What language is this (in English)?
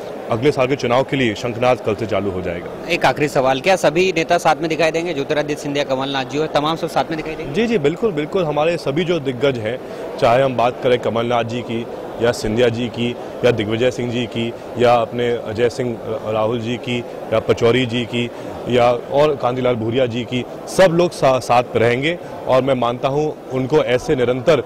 Hindi